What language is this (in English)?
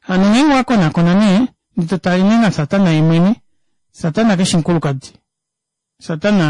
Kuanyama